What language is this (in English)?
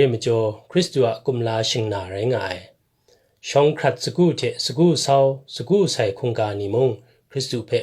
Kachin